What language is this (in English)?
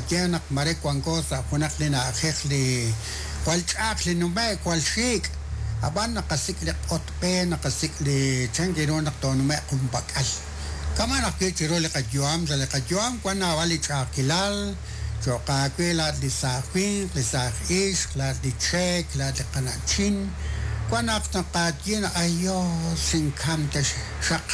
Kekchí